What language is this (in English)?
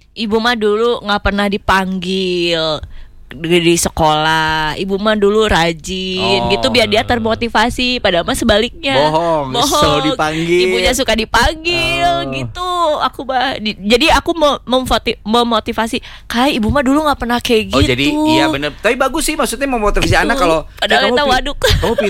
Indonesian